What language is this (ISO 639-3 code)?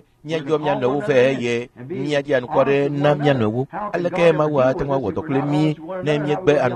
ewe